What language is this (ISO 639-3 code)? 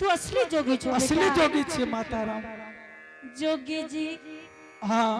anp